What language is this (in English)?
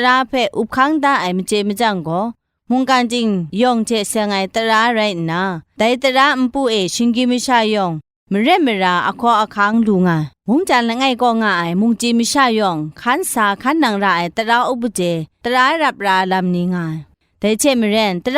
Kachin